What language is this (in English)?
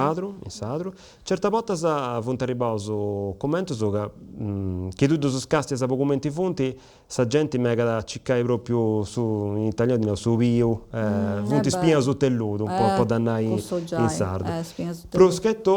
Sardinian